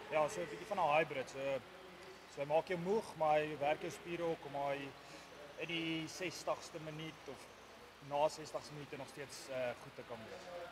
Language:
Afrikaans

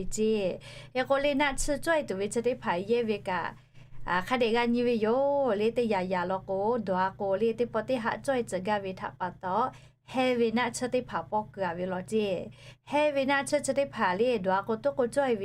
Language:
Lahu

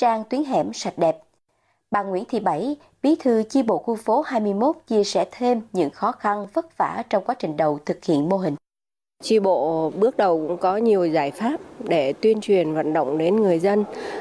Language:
Vietnamese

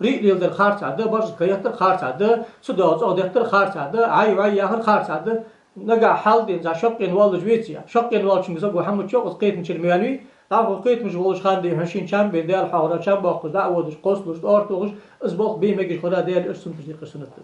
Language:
Ingush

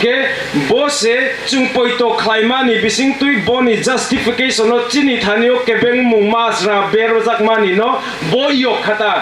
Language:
Kok Borok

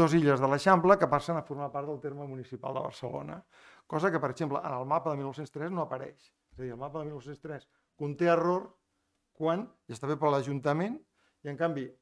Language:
Catalan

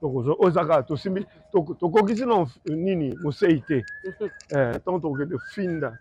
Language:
Lingala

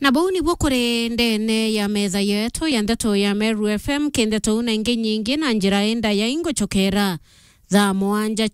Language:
Meru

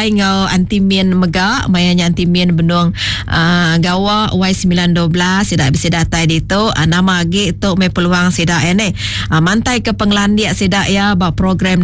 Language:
Iban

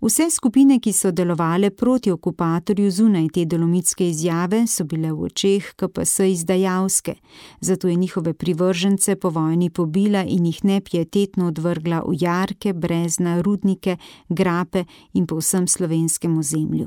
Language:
Slovenian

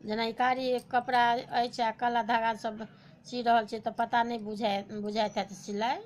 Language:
Maithili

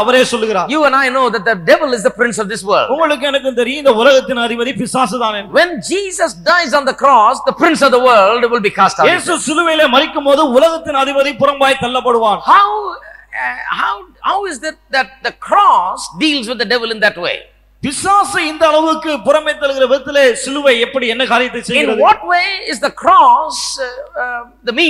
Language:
Tamil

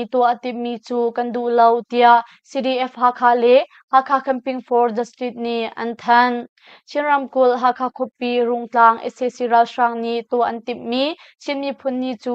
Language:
Hakha Chin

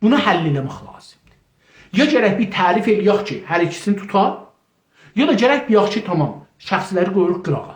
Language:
South Azerbaijani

